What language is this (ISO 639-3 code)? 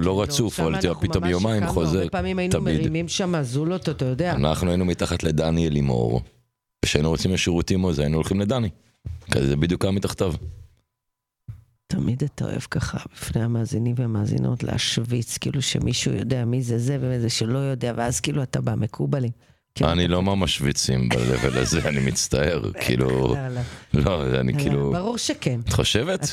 heb